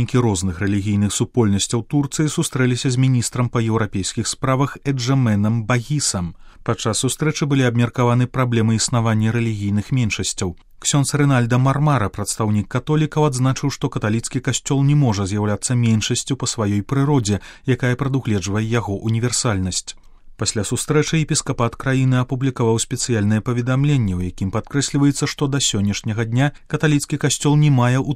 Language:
Belarusian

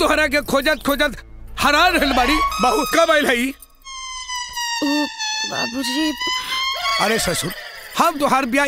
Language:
Bhojpuri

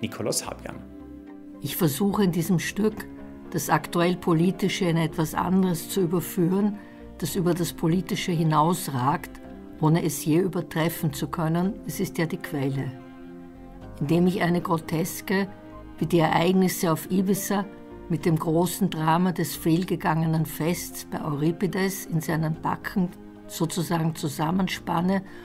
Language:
German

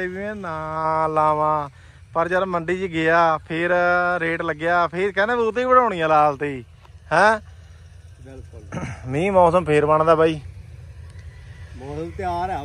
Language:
Punjabi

